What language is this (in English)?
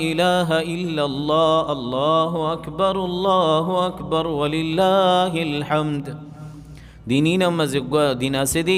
Rohingya